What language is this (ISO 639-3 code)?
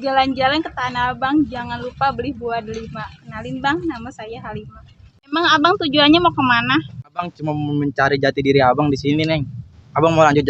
bew